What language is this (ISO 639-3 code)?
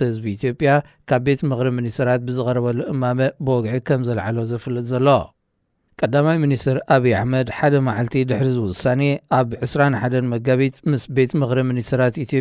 tir